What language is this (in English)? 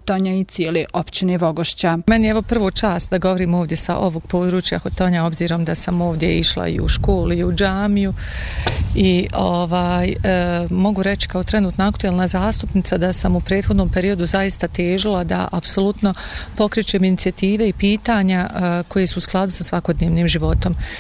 Bosnian